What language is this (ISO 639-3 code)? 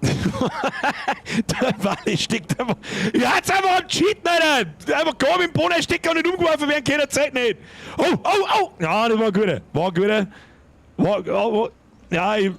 bar